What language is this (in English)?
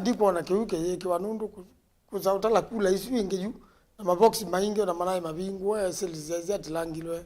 Kamba